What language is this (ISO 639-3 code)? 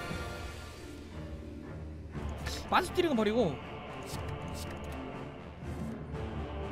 kor